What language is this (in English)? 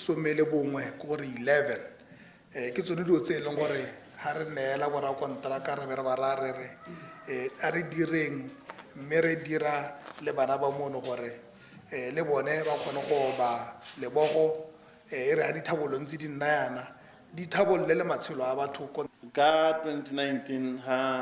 Tswana